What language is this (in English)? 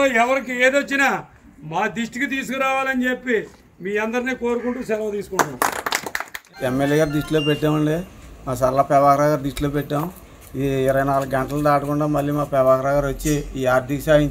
Telugu